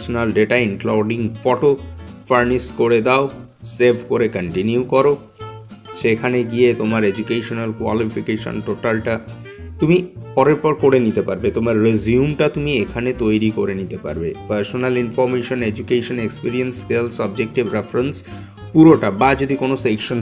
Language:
Bangla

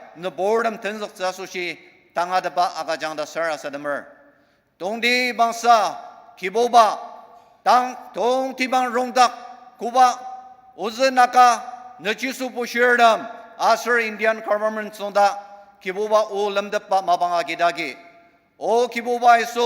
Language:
Ao Naga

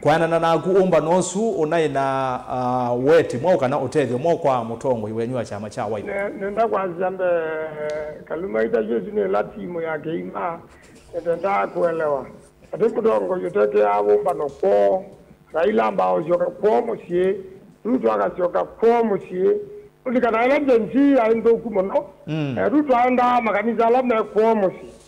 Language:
Kamba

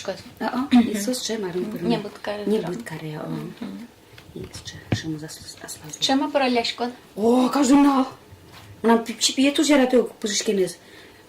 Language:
Udmurt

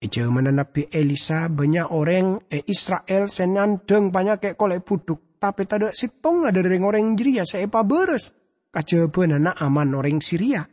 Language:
Madurese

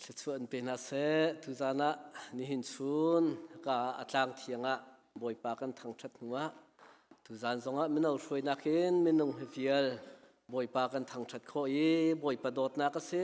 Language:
Hakha Chin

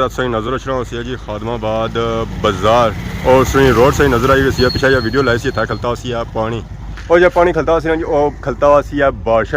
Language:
Pahari-Potwari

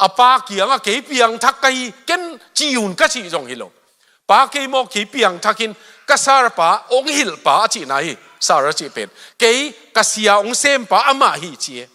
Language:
Tedim Chin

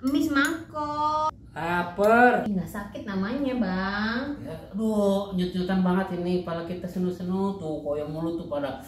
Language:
Betawi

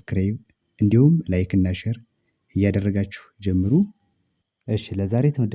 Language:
Amharic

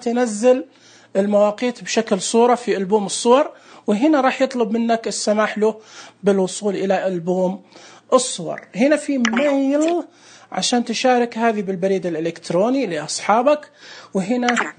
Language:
Najdi Arabic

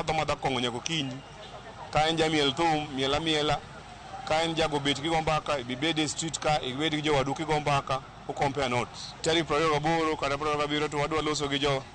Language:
Luo (Kenya and Tanzania)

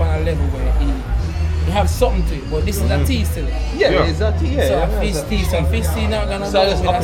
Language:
Jamaican Creole English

